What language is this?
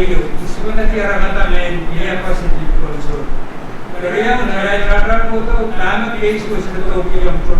Pohnpeian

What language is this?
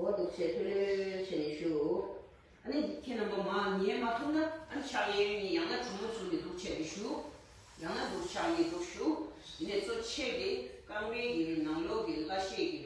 Tibetan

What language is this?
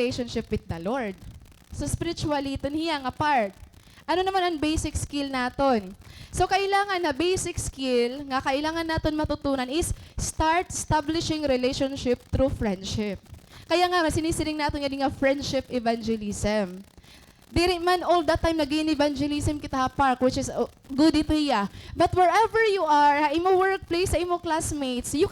Waray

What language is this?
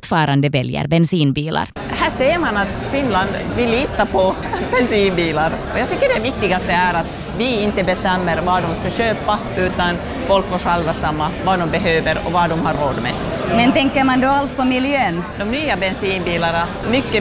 Swedish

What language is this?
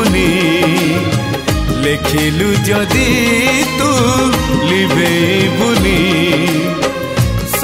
Odia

